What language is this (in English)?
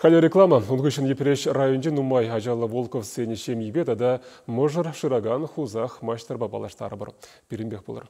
Chuvash